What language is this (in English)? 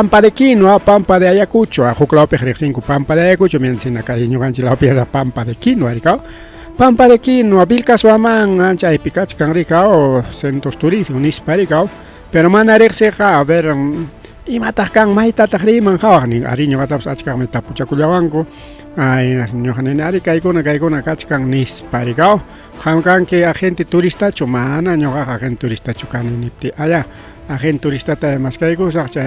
Ayacucho Quechua